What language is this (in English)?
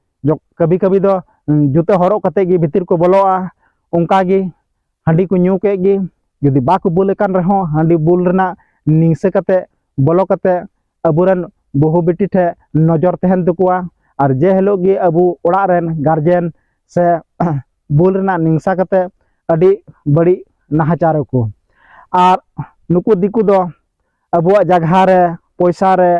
Santali